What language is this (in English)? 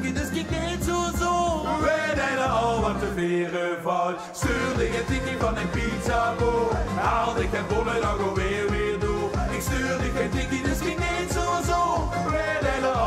Limburgish